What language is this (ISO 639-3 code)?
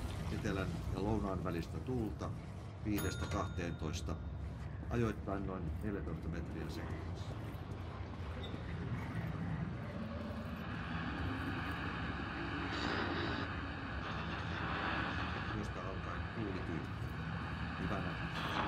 fin